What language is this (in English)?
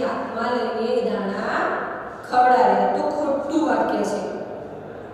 Gujarati